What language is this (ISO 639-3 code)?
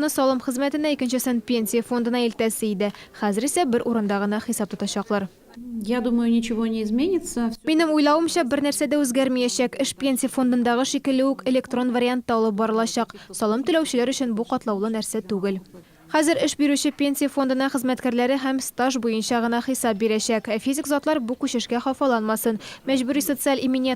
tat